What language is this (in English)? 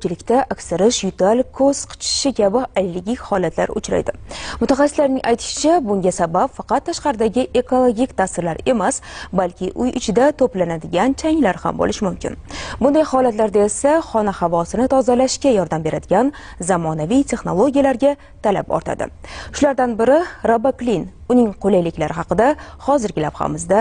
Uzbek